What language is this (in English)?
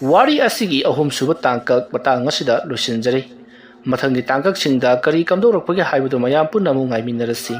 Manipuri